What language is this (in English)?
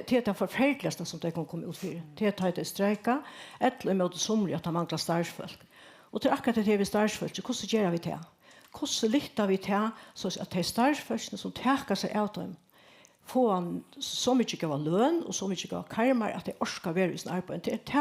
Faroese